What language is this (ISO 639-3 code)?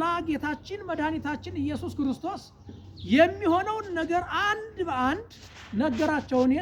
amh